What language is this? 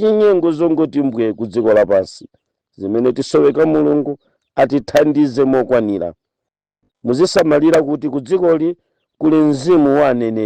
Nyanja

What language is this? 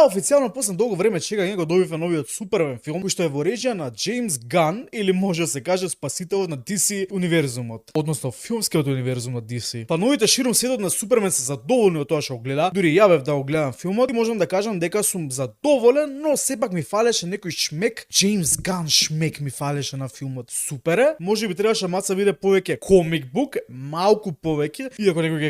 Macedonian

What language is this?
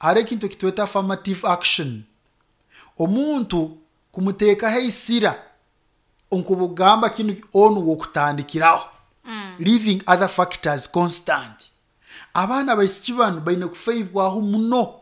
Nyoro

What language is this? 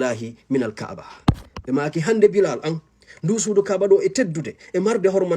Fula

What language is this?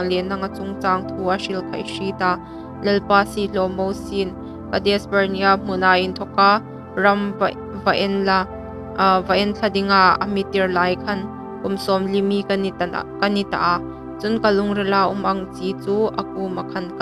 Hmar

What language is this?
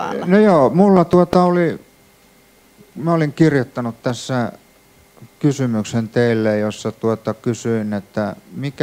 Finnish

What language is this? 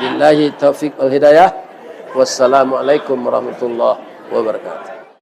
Minangkabau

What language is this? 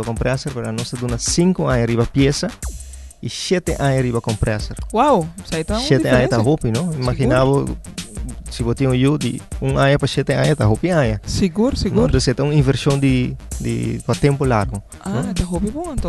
Papiamento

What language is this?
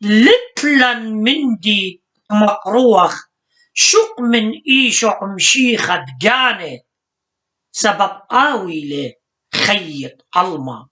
Assyrian Neo-Aramaic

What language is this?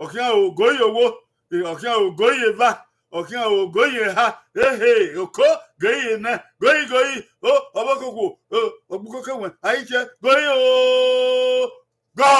Bini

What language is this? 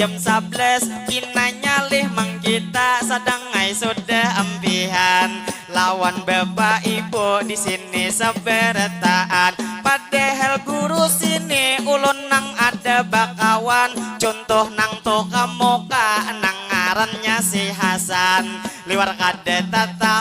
Banjar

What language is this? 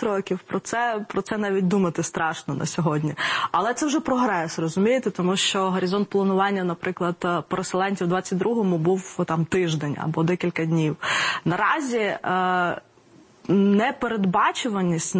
Ukrainian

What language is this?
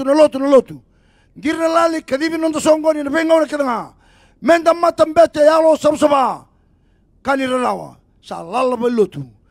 Fijian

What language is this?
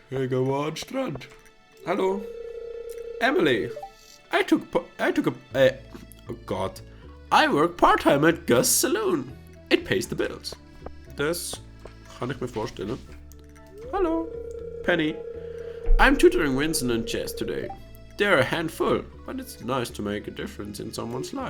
Swiss German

